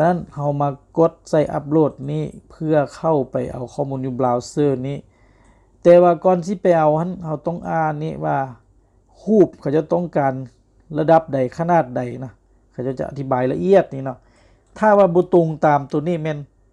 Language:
Lao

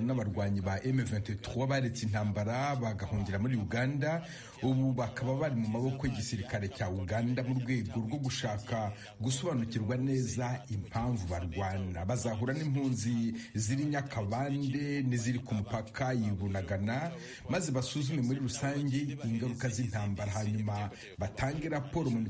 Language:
Kinyarwanda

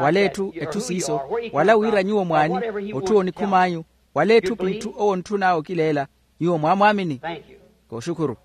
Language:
Makhuwa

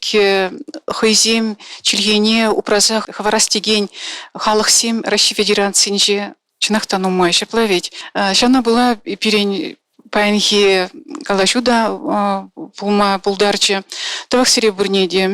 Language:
Chuvash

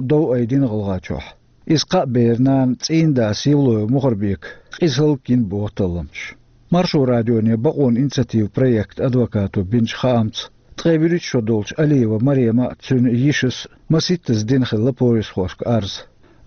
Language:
Chechen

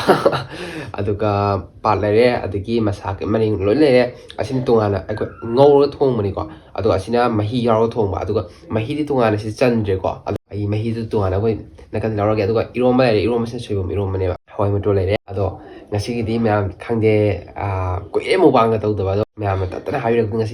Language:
Manipuri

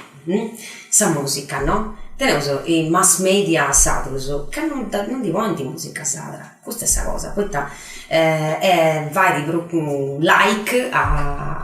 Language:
Sardinian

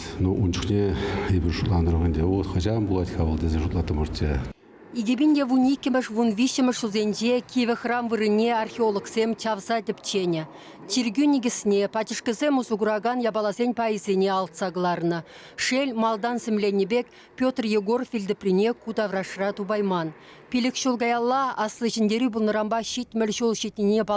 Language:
Chuvash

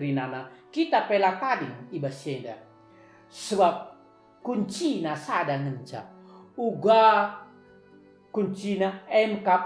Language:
Batak Karo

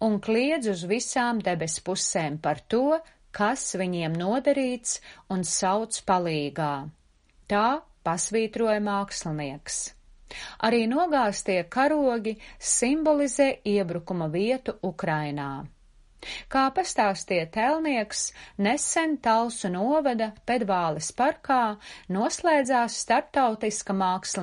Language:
Latvian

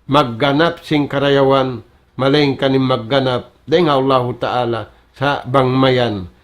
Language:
Tausug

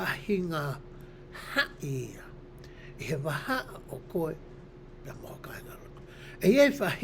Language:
Tongan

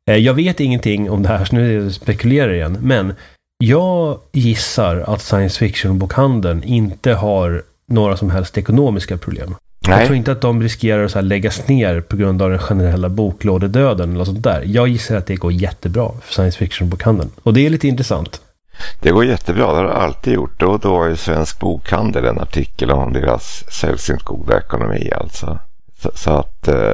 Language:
Swedish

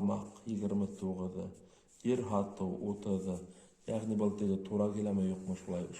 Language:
Bashkir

